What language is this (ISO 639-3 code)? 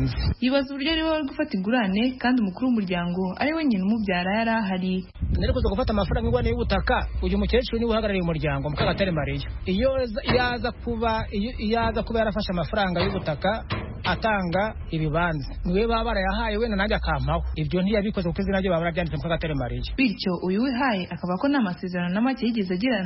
kin